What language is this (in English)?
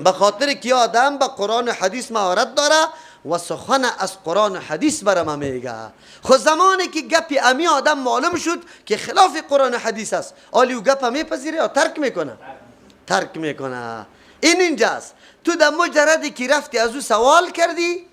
Persian